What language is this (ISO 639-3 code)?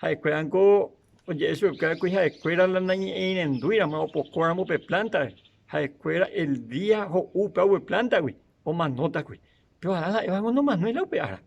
grn